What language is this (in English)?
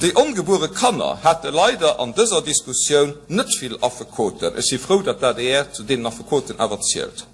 Luxembourgish